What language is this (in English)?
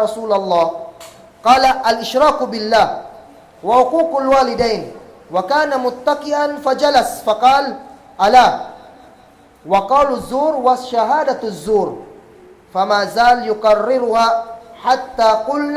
Kagan Kalagan